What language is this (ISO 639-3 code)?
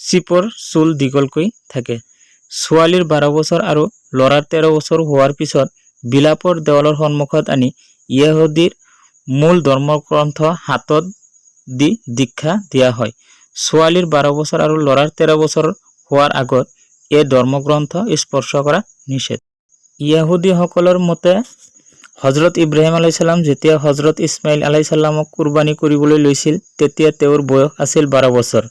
asm